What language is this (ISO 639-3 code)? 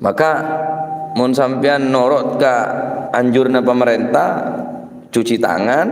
mad